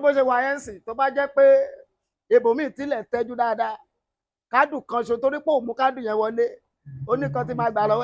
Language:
Yoruba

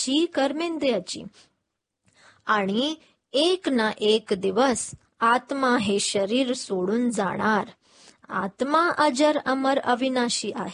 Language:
Marathi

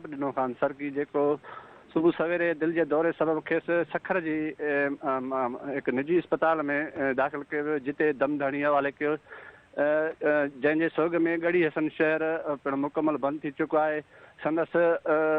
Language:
Sindhi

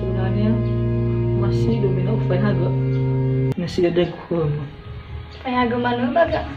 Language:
Nias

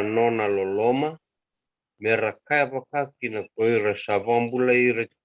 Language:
Fijian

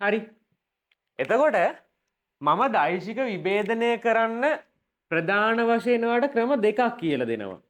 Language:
Sinhala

